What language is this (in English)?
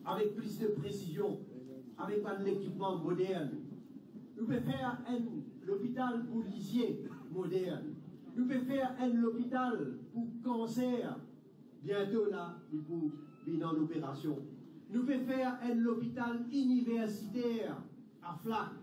Morisyen